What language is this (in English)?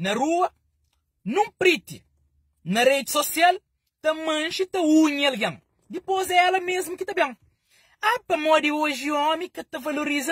Kabuverdianu